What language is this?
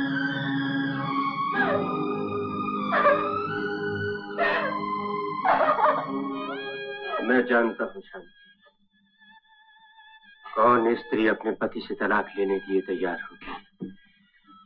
Hindi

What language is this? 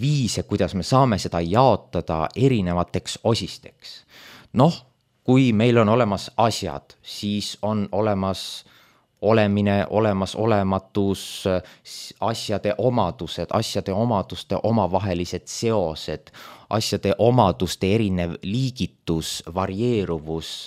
Estonian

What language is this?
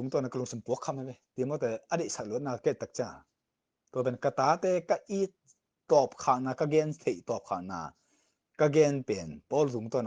Tedim Chin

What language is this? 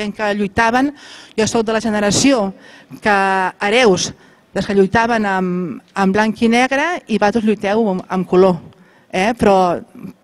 Catalan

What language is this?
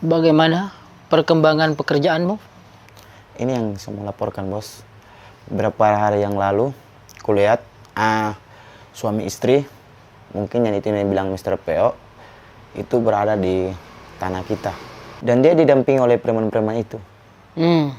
Makassar Malay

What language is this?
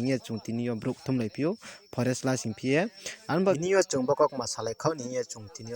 Riang (India)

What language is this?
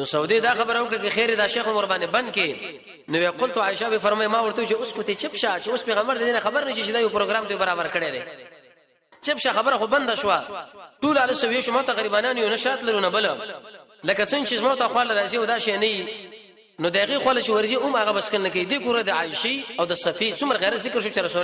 Pashto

